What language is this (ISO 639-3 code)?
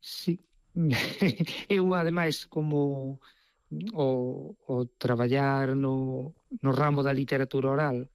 glg